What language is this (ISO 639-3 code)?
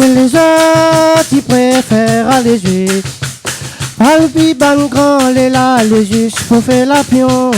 rcf